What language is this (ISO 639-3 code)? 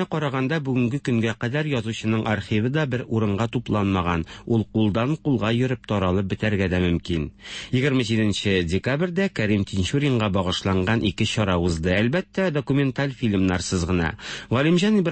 tat